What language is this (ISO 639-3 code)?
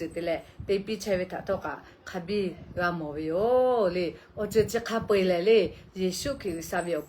lhu